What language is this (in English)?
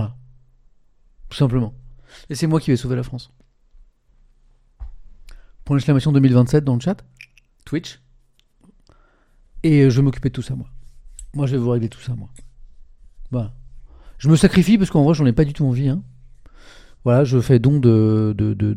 French